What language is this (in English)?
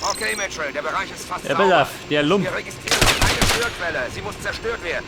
Bavarian